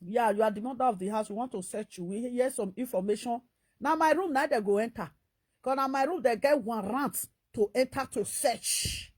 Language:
Nigerian Pidgin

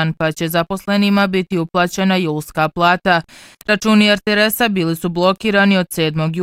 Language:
Bosnian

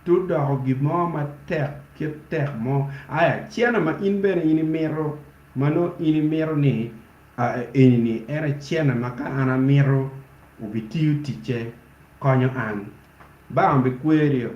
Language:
Acoli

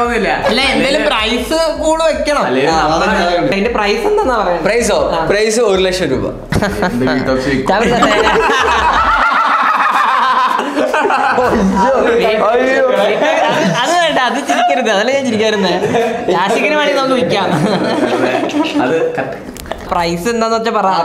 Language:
Malayalam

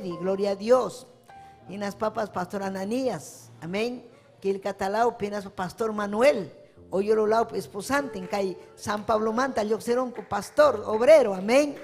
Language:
Ayacucho Quechua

